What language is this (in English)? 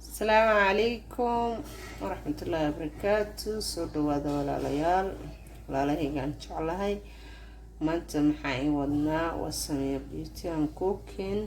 Somali